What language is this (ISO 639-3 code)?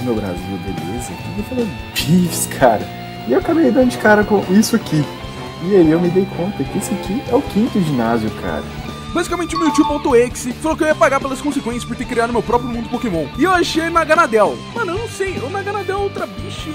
por